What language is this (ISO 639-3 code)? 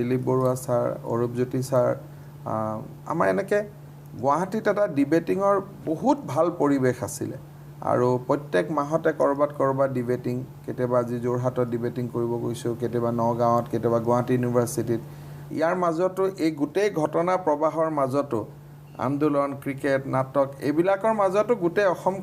asm